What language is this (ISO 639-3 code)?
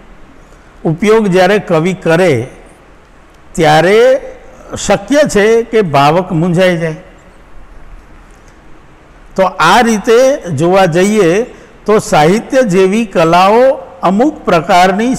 guj